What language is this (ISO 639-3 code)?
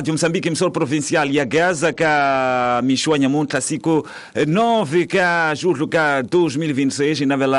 tso